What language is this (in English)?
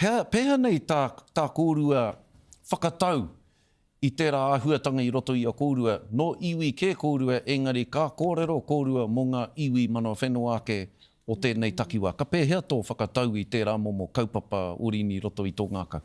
Māori